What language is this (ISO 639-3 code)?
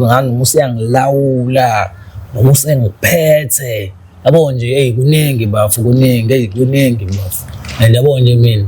zul